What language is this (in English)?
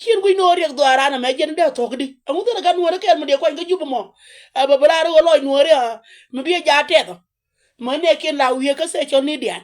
Nuer